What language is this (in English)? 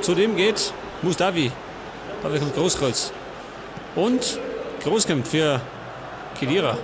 Bavarian